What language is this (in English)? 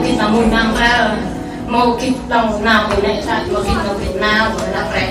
Central Mnong